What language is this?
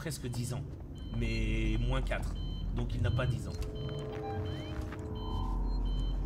French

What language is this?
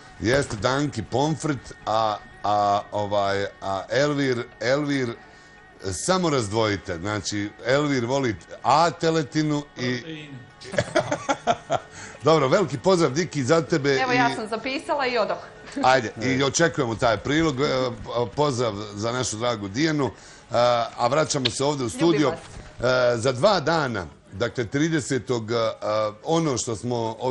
Bosnian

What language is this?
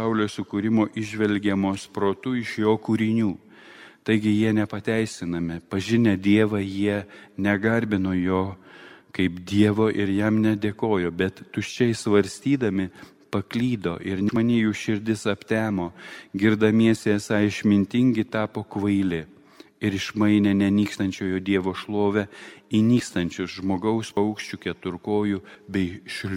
Lithuanian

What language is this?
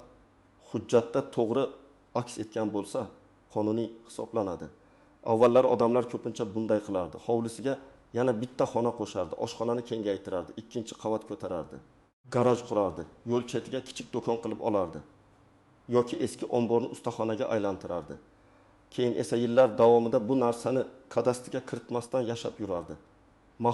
Uzbek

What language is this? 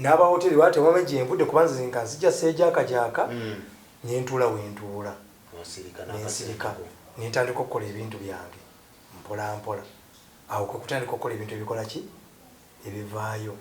Ganda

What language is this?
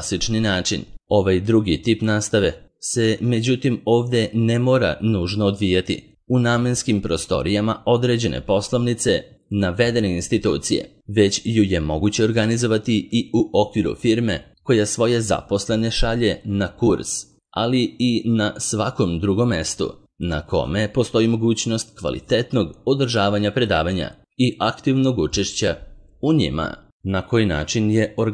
Serbian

